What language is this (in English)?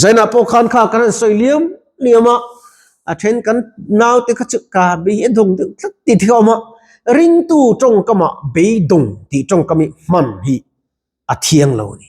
Mizo